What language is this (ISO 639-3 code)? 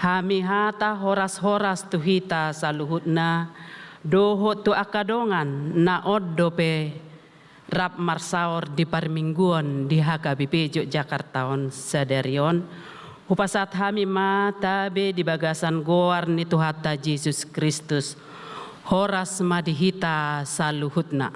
bbc